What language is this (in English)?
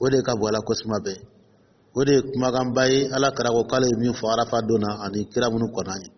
Dyula